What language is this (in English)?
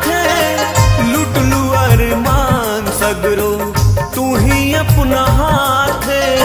Bhojpuri